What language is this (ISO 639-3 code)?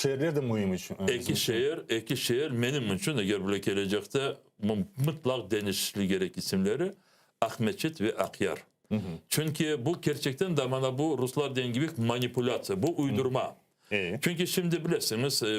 crh